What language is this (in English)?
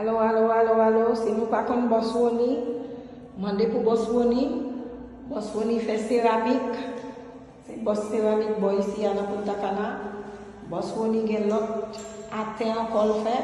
Haitian Creole